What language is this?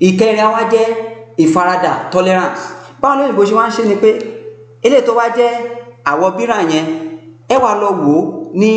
Yoruba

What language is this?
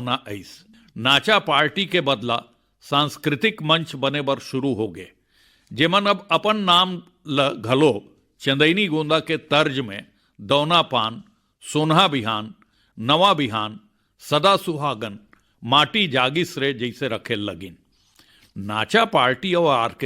Chhattisgarhi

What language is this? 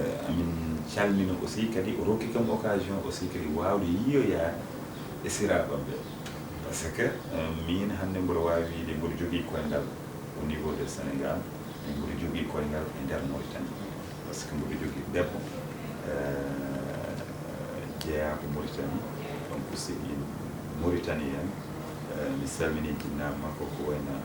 Fula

